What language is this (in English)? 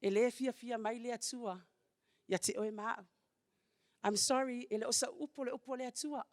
Samoan